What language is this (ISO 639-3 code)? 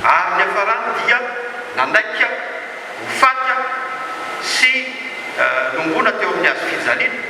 mlg